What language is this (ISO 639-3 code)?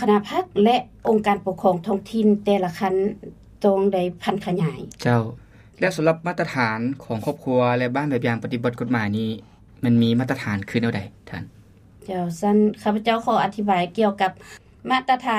lao